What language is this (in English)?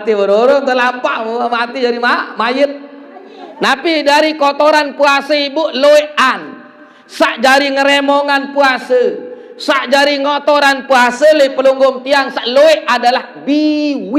Sasak